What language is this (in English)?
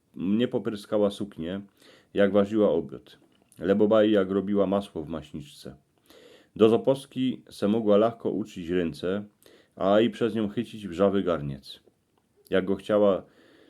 Silesian